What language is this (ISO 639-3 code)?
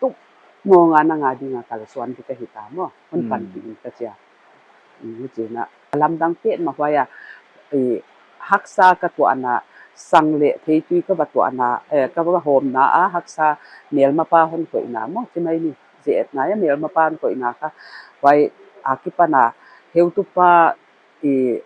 pck